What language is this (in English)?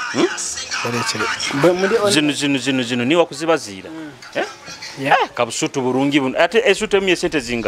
Nyoro